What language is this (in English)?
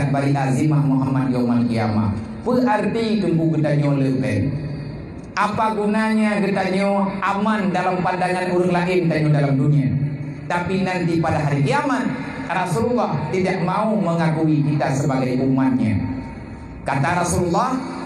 Achinese